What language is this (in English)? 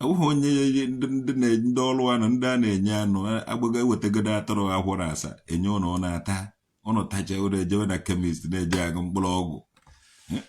Igbo